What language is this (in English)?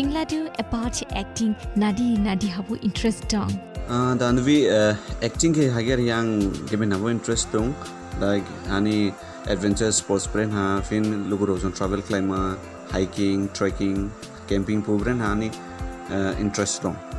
Dimasa